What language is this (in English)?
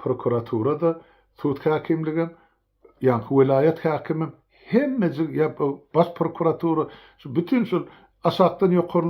Turkmen